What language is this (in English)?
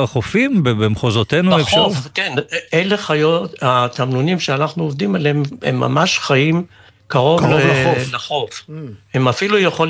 Hebrew